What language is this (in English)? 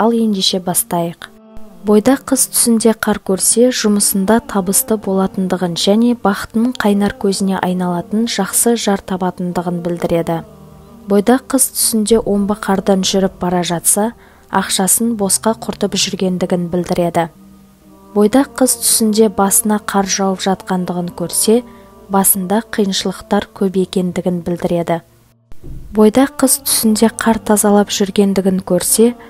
Kazakh